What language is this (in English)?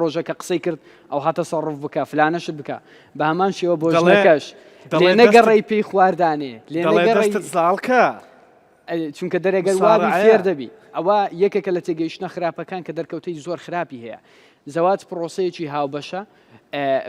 Central Kurdish